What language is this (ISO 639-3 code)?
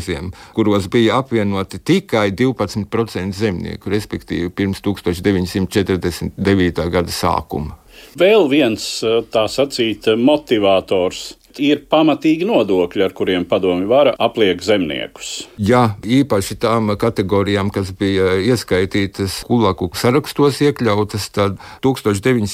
lav